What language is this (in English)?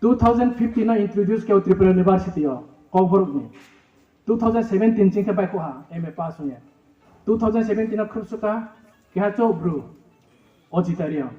Riang (India)